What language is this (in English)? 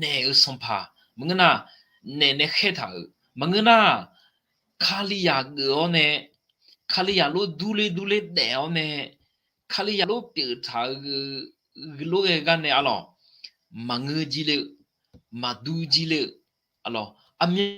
Akha